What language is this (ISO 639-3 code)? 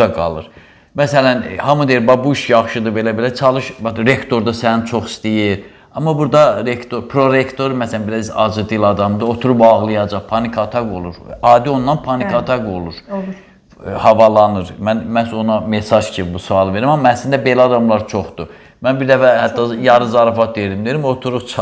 aze